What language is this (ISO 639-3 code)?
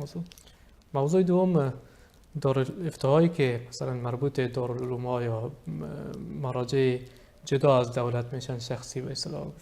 fas